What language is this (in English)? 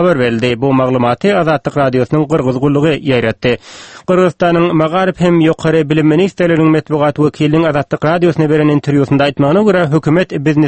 Turkmen